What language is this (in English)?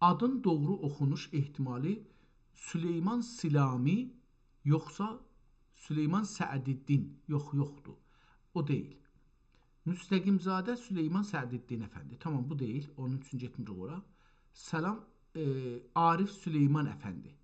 South Azerbaijani